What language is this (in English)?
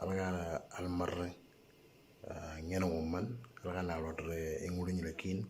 Moro